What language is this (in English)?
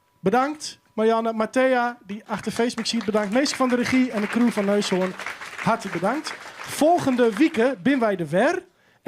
Western Frisian